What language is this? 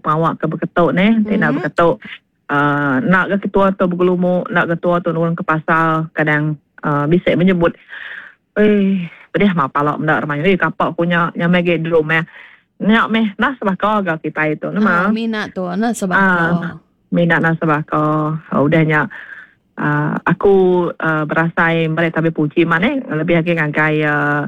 Iban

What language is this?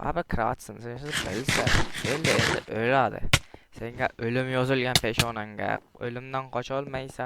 Uzbek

